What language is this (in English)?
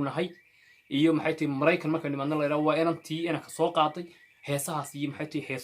Somali